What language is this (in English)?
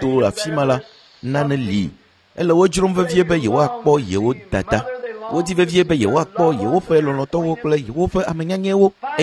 Ewe